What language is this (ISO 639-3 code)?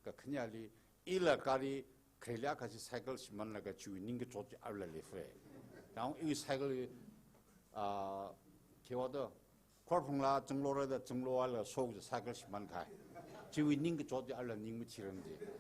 nmf